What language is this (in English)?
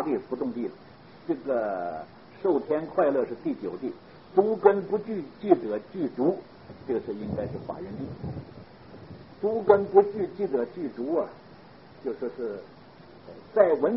Chinese